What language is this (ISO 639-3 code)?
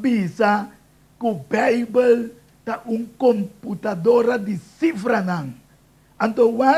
pap